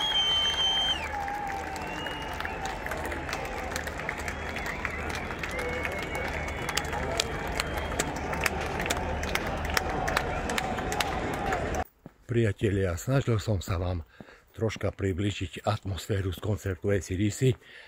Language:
Slovak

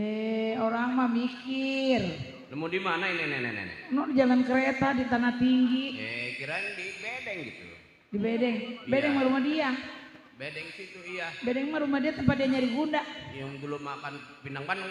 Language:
Betawi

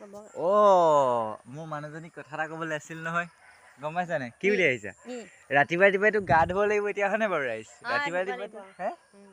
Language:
Assamese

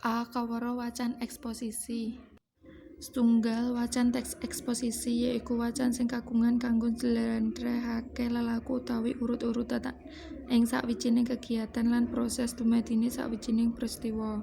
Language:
Javanese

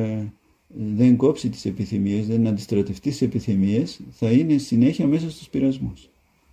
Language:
Greek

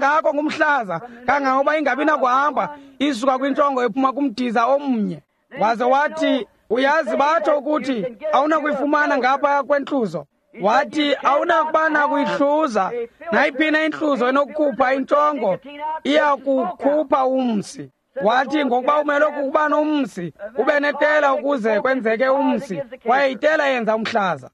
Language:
Xhosa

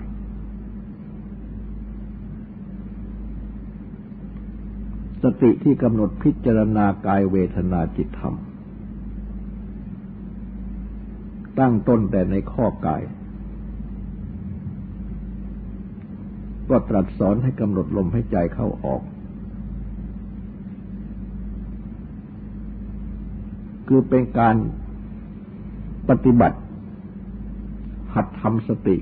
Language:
Thai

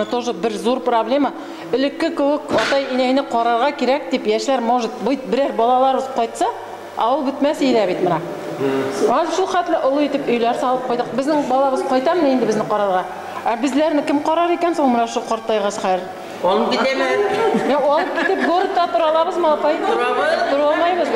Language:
Bashkir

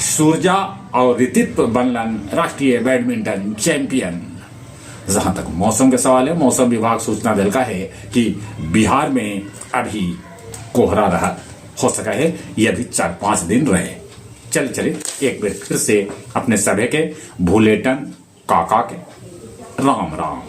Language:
Magahi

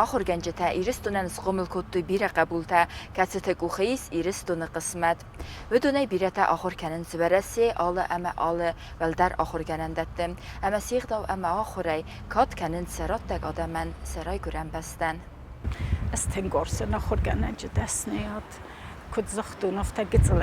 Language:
Ossetic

